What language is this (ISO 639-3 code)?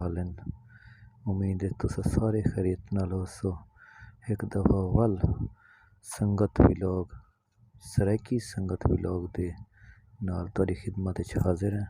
skr